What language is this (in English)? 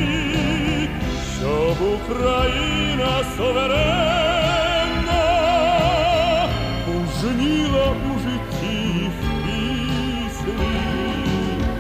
Ukrainian